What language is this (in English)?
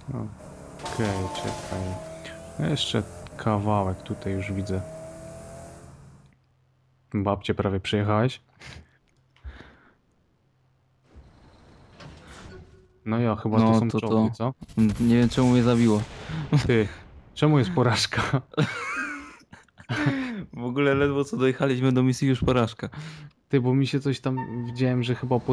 Polish